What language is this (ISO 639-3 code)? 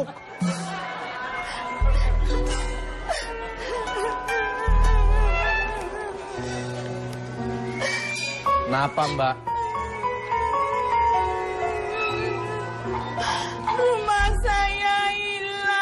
ind